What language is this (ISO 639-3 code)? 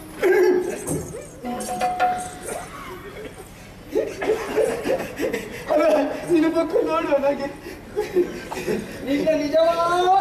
kan